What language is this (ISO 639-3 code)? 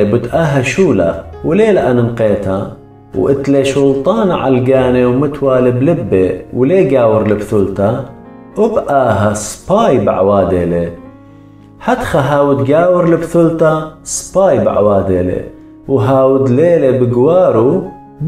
aii